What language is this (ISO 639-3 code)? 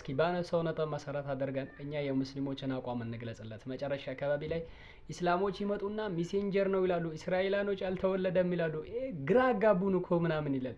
amh